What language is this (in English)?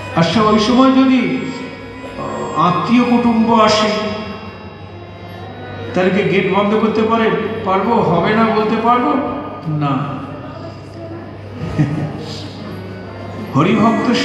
Bangla